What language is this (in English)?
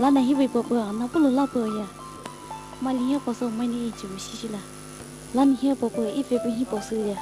Poumei Naga